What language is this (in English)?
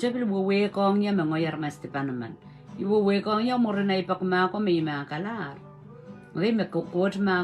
Pohnpeian